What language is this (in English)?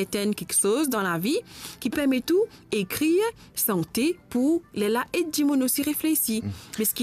Morisyen